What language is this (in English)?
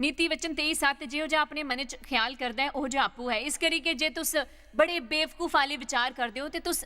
Dogri